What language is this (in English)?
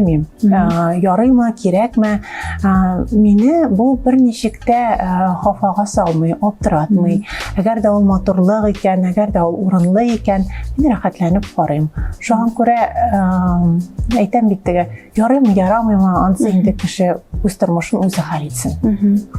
Tatar